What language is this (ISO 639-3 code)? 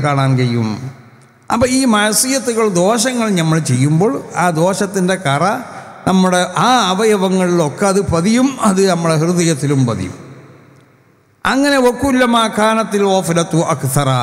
mal